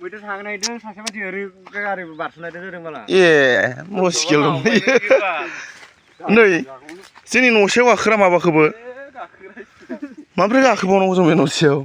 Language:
Bodo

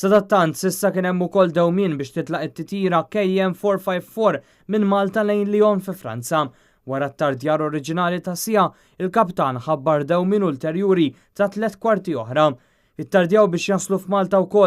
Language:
Maltese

